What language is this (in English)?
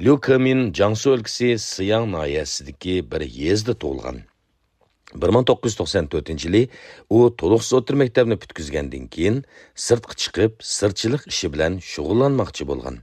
Uyghur